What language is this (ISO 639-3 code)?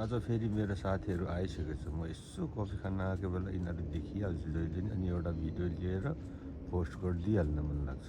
nep